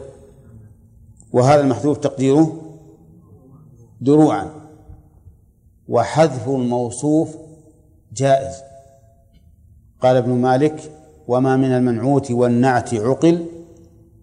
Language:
Arabic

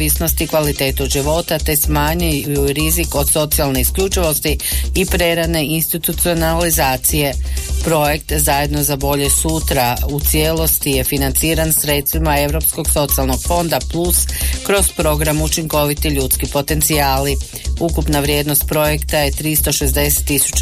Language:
Croatian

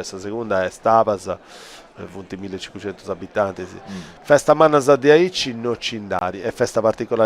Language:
Sardinian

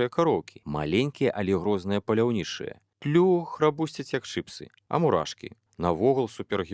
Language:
Belarusian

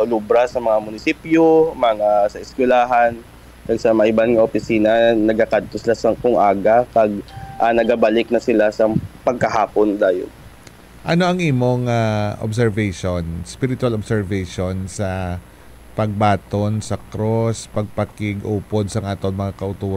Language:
Hiligaynon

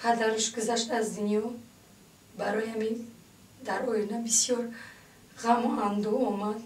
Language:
Tajik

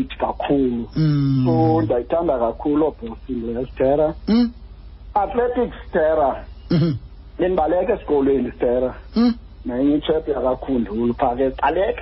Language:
Xhosa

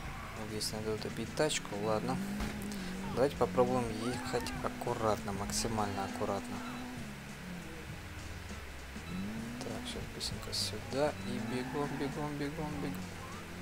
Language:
Russian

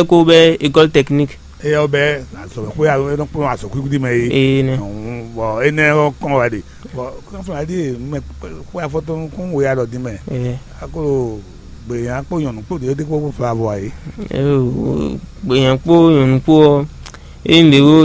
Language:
Fon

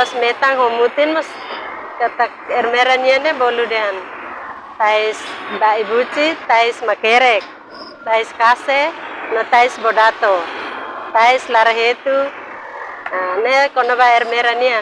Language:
Tetum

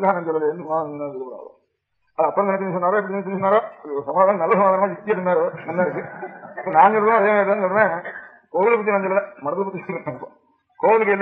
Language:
Tamil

